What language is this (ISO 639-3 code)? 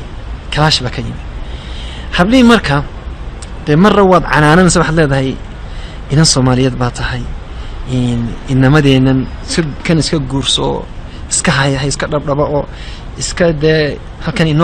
som